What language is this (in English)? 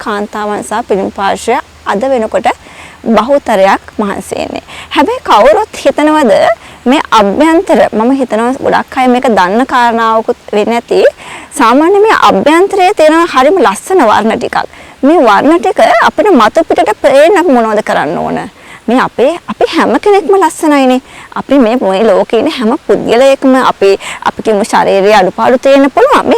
Sinhala